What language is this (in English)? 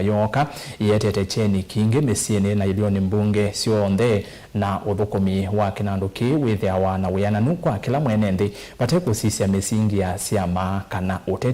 Kamba